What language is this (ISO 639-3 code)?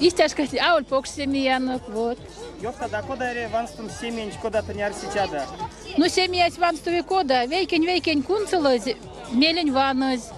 myv